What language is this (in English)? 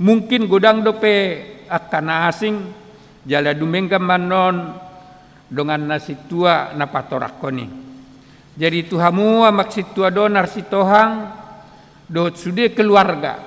Batak Toba